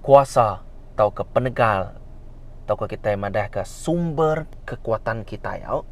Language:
Iban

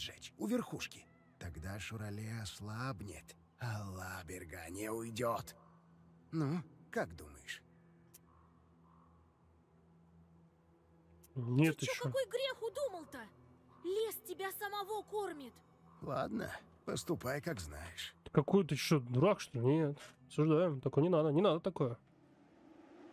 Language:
Russian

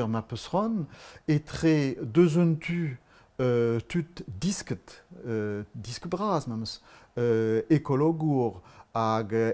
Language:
Breton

